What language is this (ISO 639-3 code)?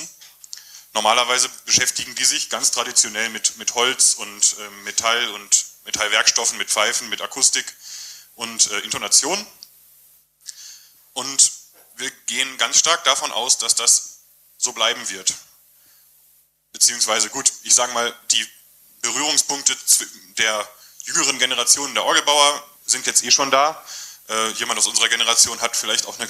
deu